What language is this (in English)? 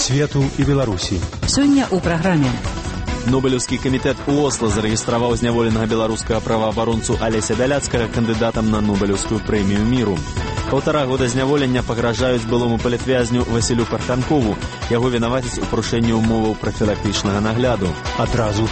Belarusian